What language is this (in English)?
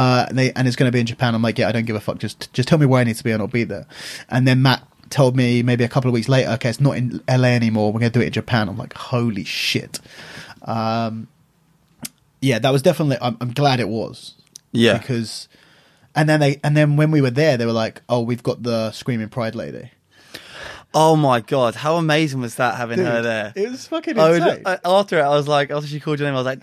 English